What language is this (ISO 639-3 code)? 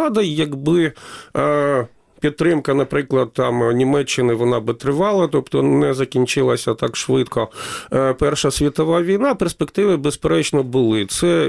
ukr